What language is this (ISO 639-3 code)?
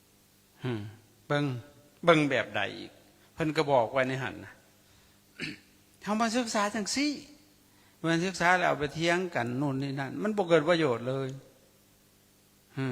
lao